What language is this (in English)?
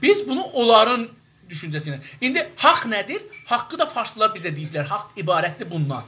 South Azerbaijani